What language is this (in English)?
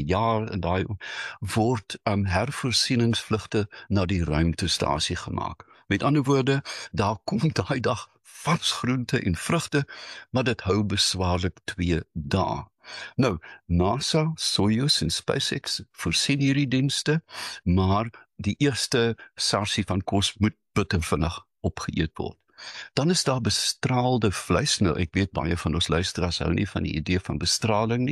Afrikaans